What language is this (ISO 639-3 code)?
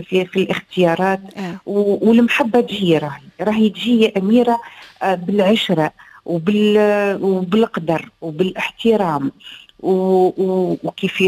aeb